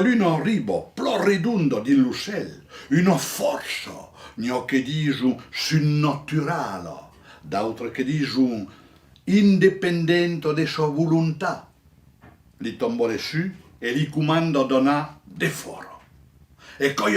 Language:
Occitan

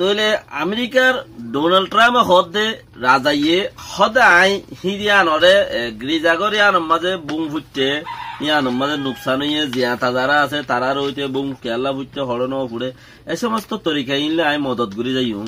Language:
Rohingya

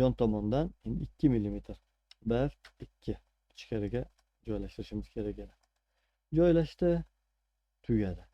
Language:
Uzbek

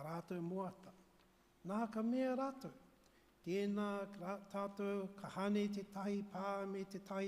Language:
Māori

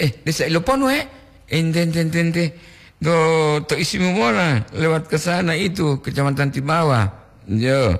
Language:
Gorontalo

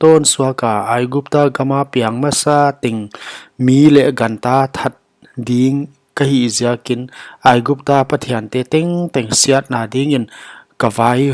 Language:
Paite Chin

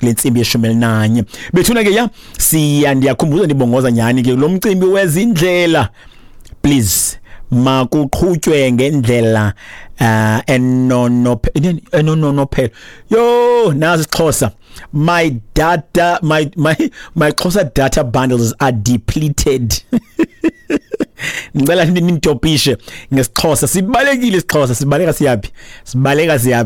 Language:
Xhosa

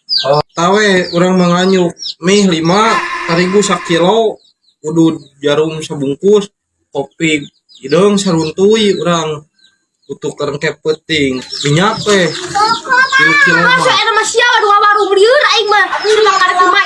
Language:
Sundanese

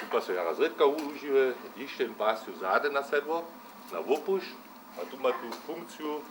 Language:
Upper Sorbian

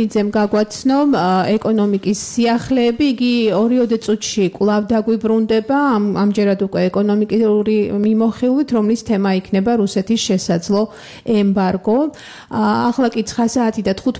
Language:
Georgian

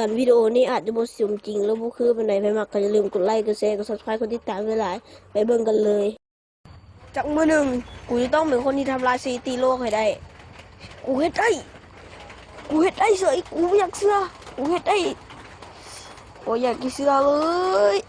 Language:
Lao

